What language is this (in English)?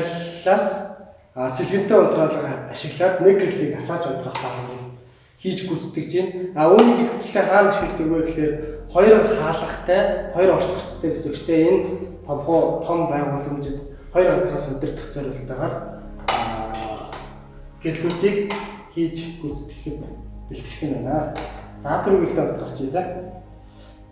Mongolian